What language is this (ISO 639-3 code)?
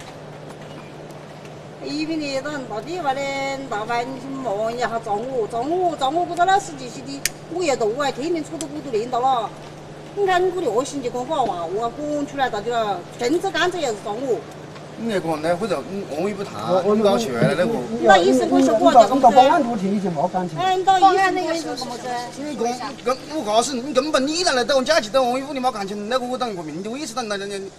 zho